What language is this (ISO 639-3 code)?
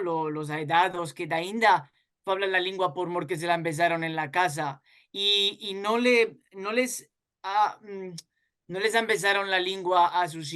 lad